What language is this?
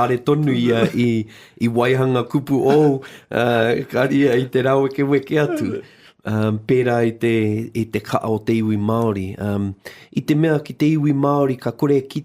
Māori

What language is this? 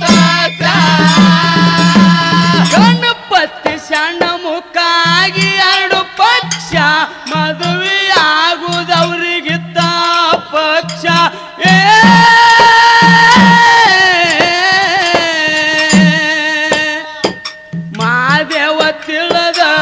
Kannada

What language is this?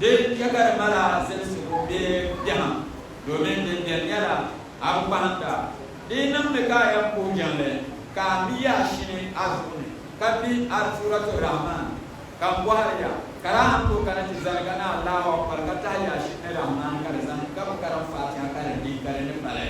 Dagbani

